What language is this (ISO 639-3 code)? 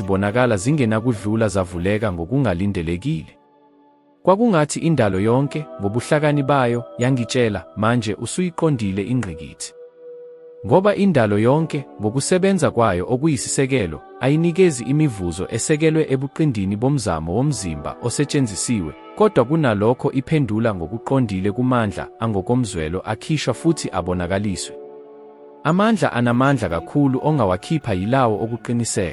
zul